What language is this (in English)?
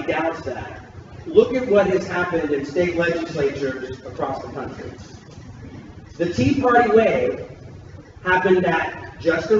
English